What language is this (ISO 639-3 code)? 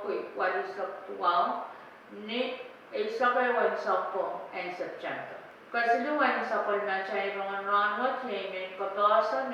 pon